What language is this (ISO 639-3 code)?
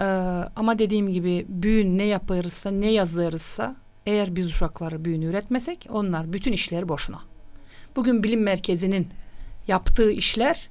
gag